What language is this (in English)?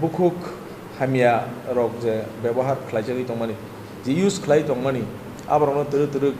Kok Borok